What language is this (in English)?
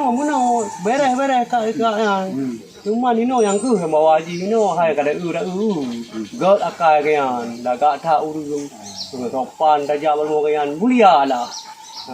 Achinese